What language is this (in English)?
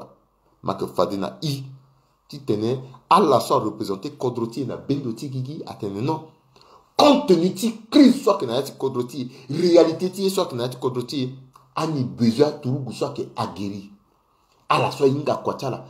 Sango